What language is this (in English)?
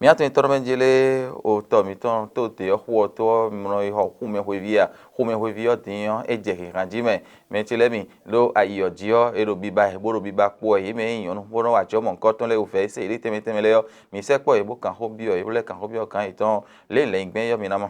Fon